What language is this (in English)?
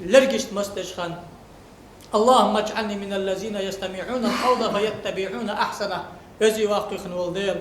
Ingush